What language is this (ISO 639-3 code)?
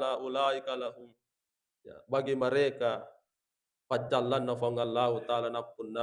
bug